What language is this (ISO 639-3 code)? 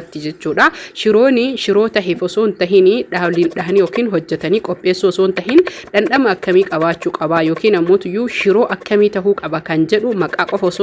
orm